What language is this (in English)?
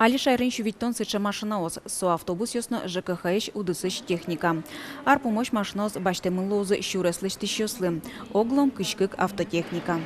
Udmurt